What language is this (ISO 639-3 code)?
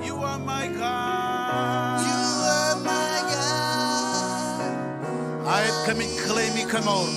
mah